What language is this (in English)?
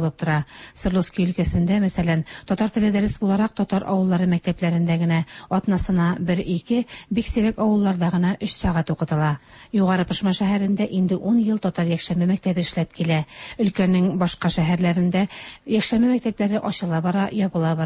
Tatar